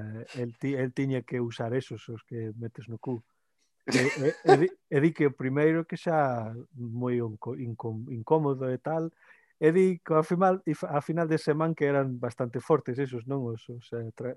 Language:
Galician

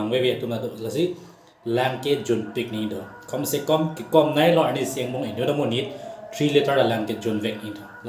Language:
Karbi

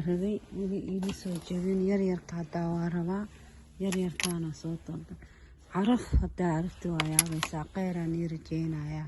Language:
Somali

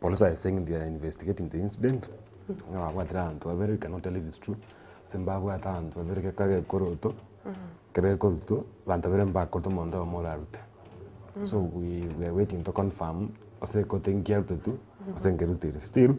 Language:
Gusii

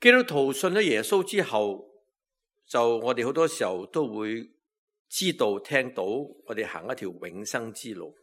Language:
Cantonese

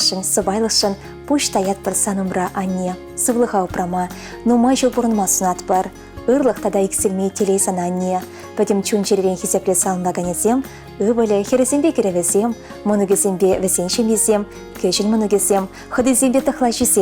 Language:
Chuvash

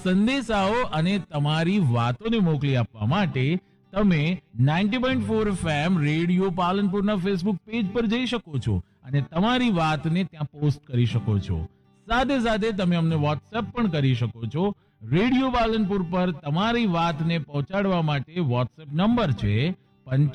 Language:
Gujarati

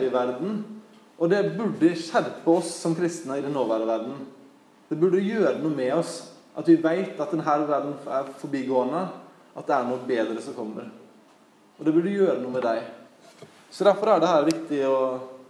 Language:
Norwegian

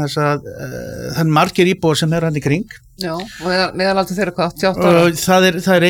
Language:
Icelandic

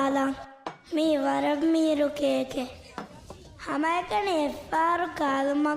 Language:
Divehi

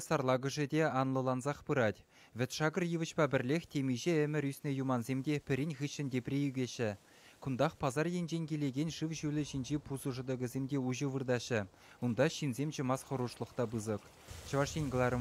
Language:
Chuvash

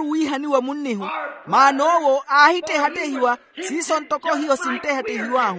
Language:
Makhuwa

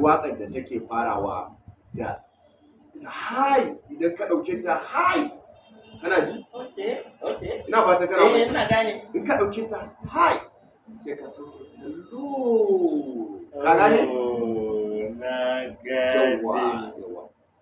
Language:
Hausa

